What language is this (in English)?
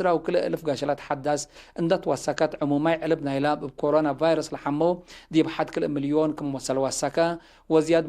Tigre